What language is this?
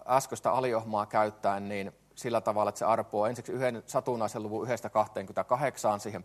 Finnish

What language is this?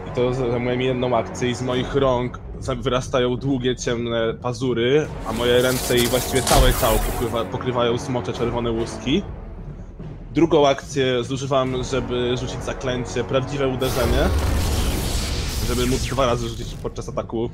Polish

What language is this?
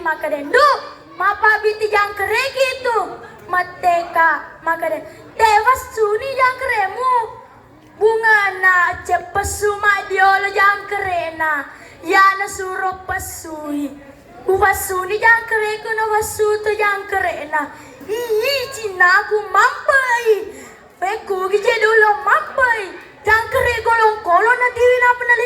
Buginese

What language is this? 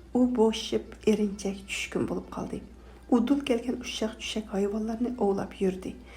Uyghur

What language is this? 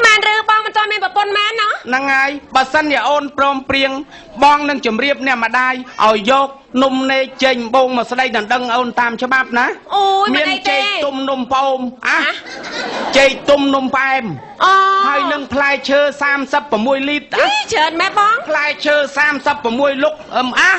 Khmer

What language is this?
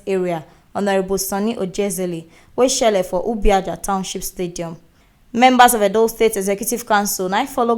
Nigerian Pidgin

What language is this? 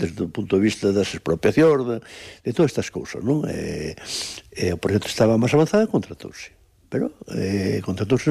Galician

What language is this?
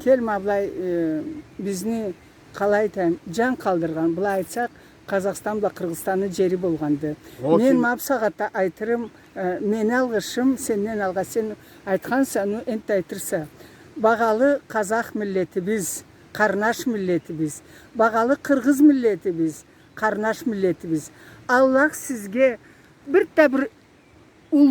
Karachay-Balkar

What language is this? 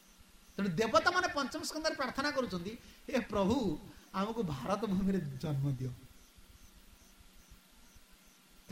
Odia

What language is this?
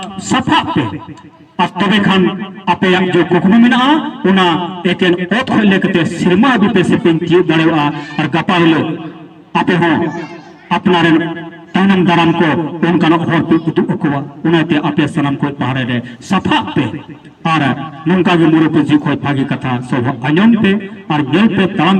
Santali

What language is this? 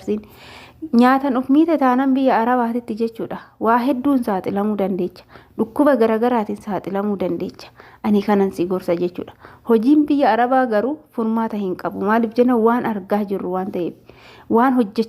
Oromo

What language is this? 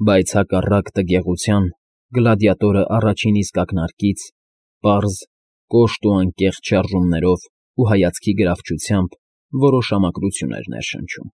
Armenian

